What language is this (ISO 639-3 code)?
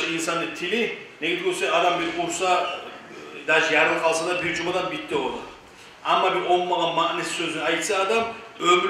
kum